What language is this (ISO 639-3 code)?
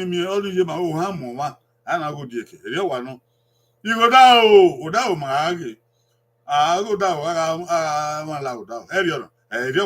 bin